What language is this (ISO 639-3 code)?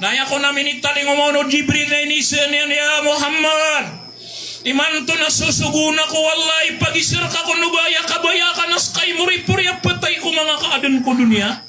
mrw